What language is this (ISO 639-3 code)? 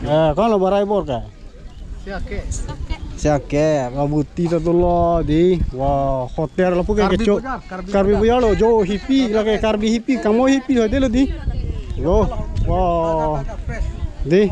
mjw